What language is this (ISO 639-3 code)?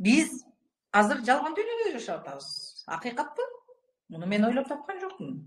kir